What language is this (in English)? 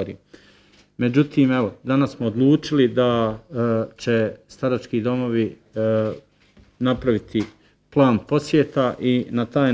Bosnian